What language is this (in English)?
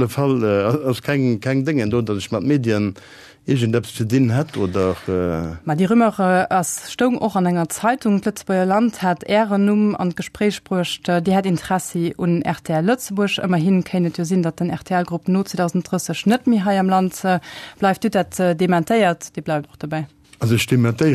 Luxembourgish